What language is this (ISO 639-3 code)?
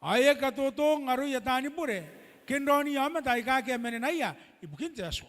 gil